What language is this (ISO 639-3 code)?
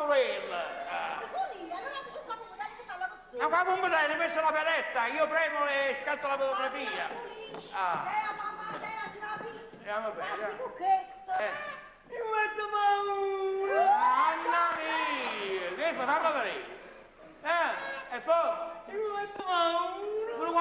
nap